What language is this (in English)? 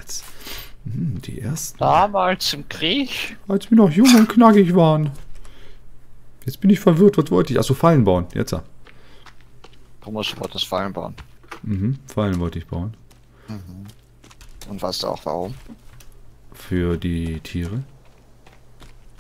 German